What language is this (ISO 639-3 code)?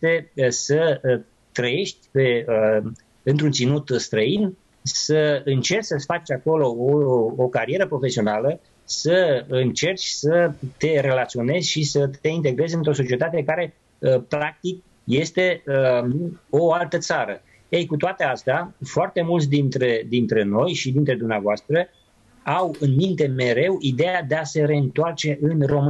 ron